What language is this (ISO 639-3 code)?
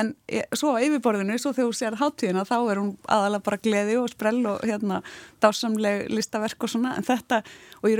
isl